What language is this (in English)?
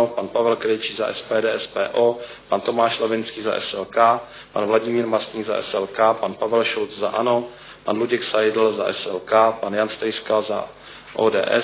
Czech